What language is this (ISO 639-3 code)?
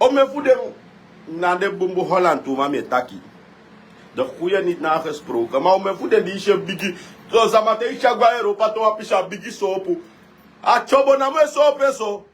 srn